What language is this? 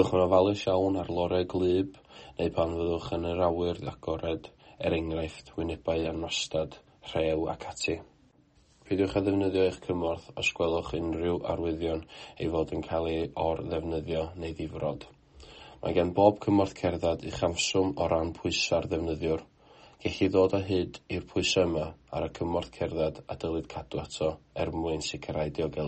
Welsh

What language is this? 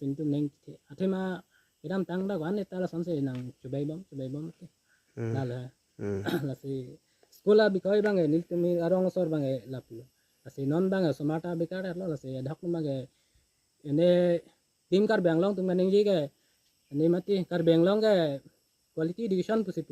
Karbi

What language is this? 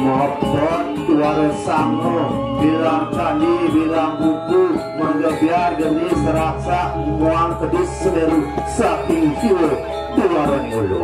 Balinese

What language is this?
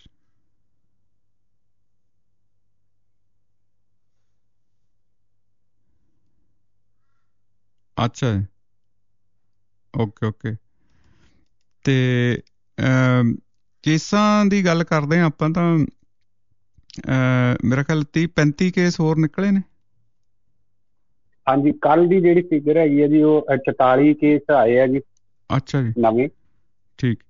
Punjabi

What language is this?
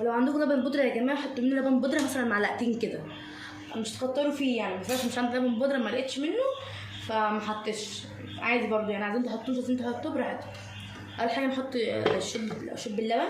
Egyptian Arabic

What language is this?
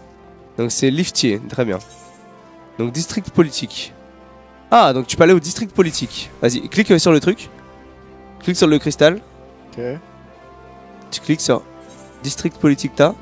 French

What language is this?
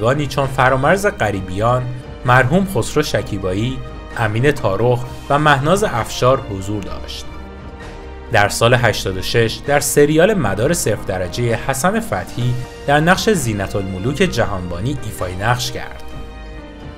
Persian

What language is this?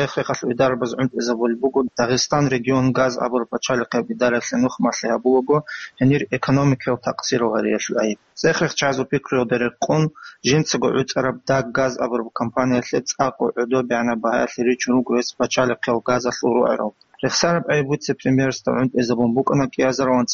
Avaric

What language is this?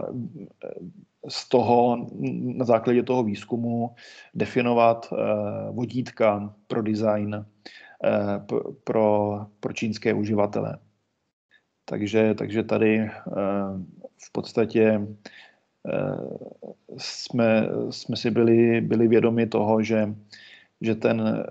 Czech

